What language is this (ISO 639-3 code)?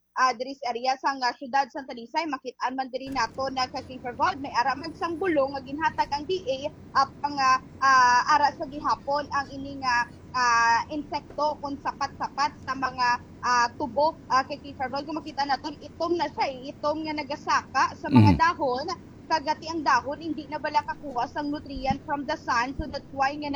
hil